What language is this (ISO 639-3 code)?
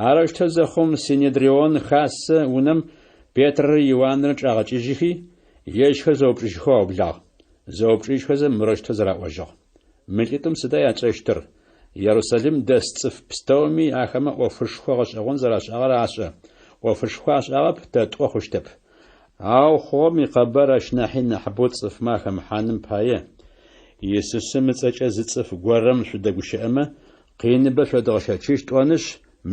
ady